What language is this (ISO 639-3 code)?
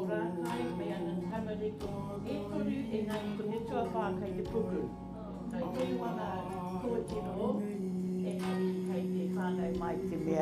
mri